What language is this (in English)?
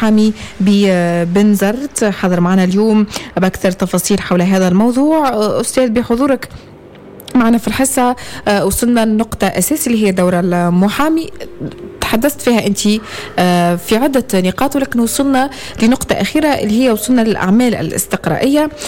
Tunisian Arabic